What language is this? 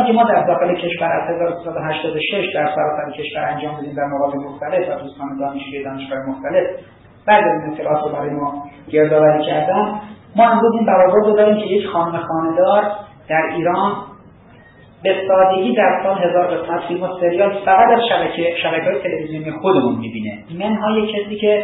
Persian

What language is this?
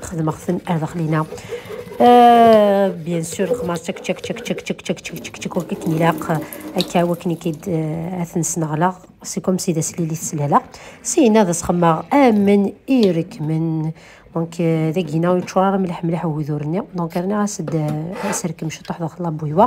Kabyle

